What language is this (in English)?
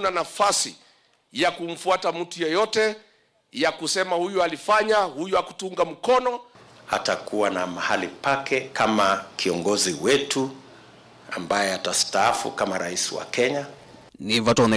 Kamba